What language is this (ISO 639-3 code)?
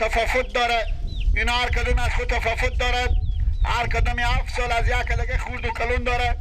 fas